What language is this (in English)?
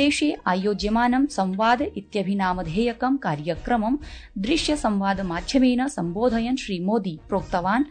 Sanskrit